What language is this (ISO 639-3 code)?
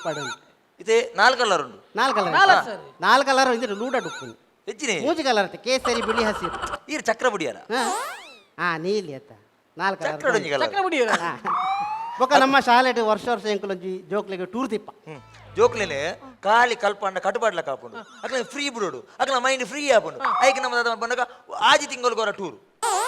tcy